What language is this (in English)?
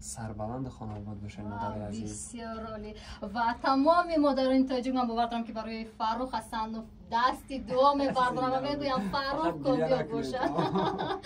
Tajik